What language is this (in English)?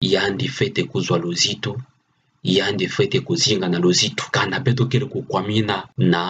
Kituba (Democratic Republic of Congo)